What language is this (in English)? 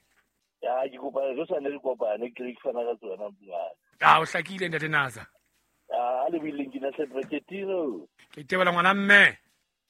Southern Sotho